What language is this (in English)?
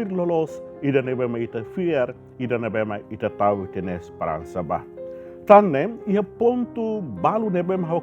Tetum